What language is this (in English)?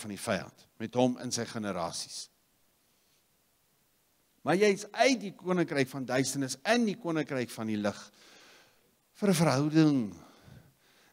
Afrikaans